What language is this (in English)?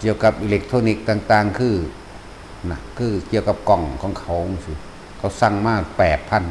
Northeastern Thai